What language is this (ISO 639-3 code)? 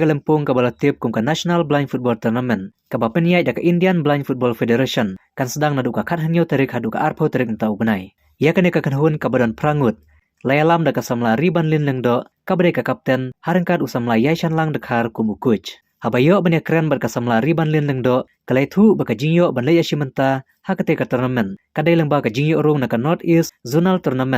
kha